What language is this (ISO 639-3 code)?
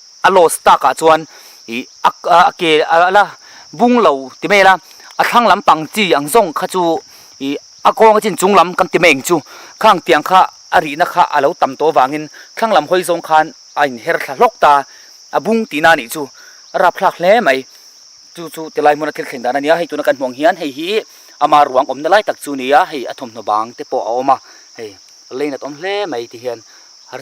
lus